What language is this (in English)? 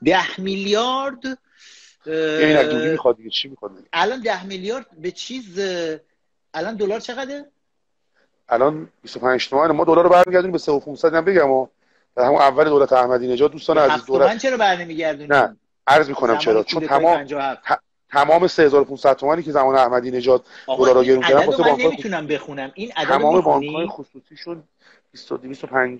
Persian